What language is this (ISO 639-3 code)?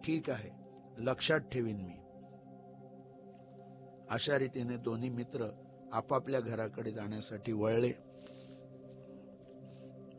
mar